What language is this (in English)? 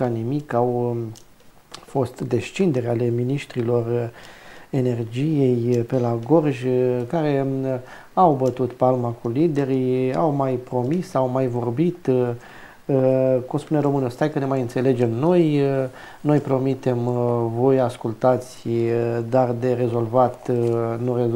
Romanian